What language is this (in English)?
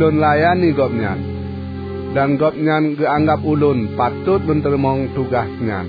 Achinese